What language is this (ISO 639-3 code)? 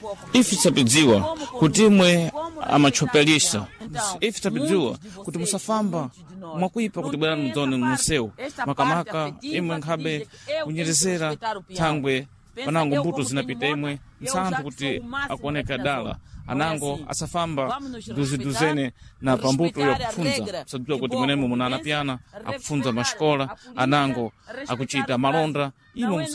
seh